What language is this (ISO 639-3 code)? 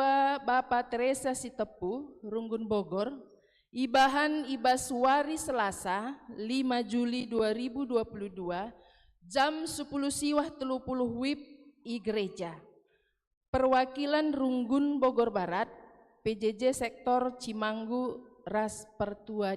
btx